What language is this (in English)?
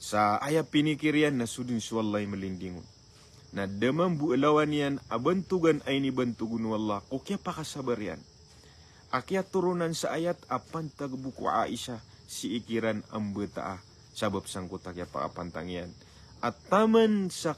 Maranao